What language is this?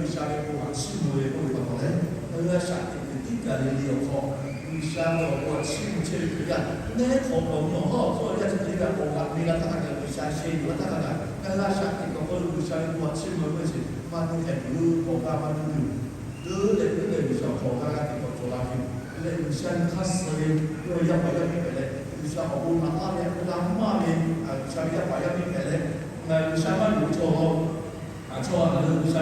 Lahu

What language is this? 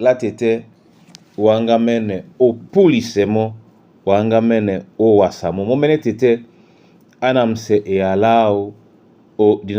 Duala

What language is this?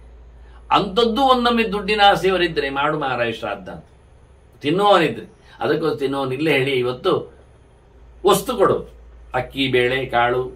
Kannada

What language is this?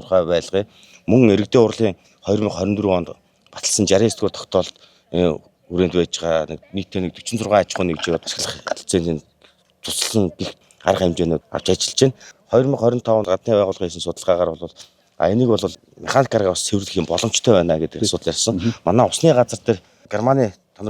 Mongolian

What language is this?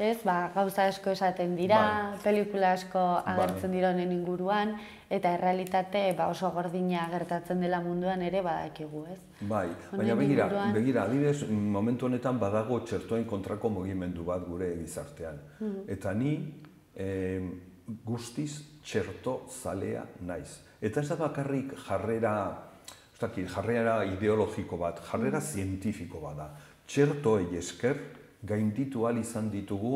Basque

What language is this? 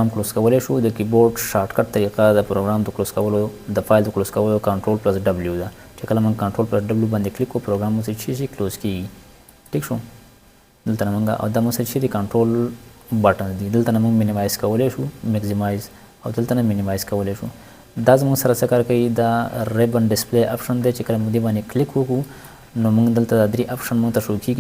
Pashto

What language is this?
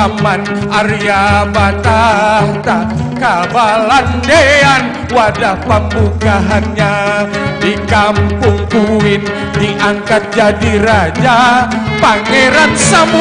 Banjar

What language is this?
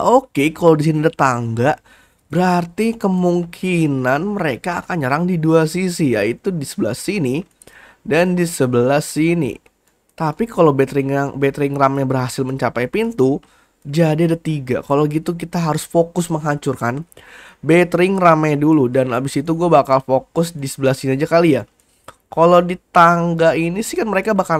Indonesian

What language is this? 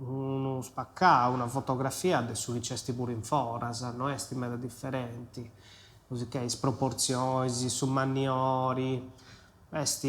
Sardinian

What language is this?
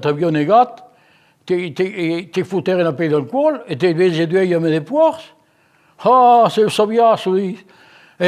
Occitan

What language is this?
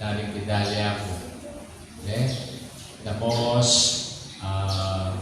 Pampanga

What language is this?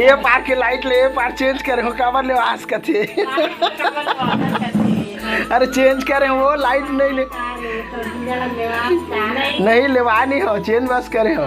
Chhattisgarhi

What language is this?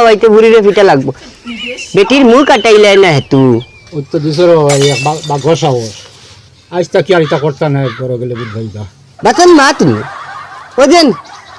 Sylheti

